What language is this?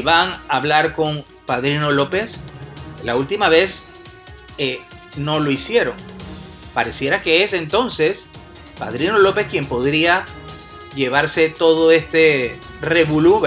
Spanish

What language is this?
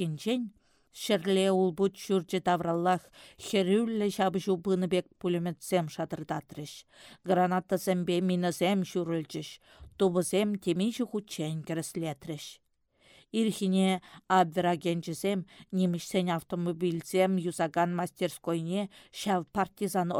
Chuvash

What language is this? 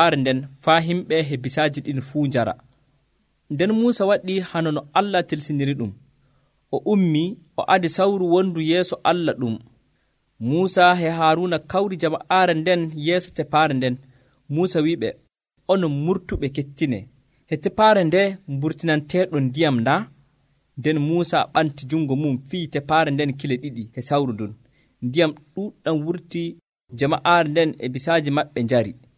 Nigerian Fulfulde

